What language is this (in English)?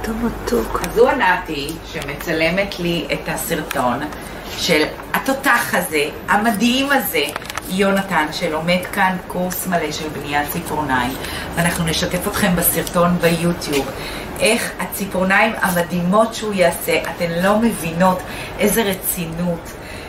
Hebrew